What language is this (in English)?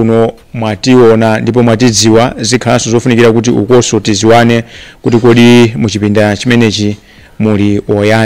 Nyanja